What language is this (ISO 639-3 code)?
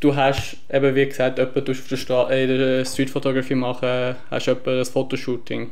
gsw